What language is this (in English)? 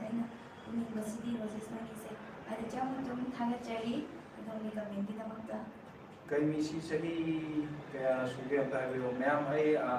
Manipuri